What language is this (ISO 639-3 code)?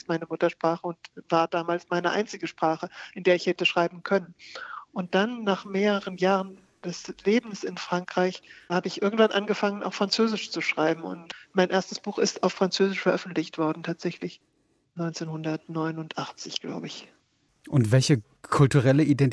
deu